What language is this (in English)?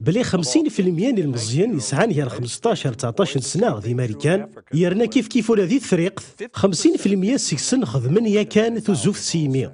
Kabyle